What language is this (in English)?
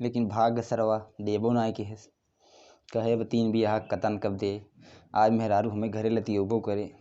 Awadhi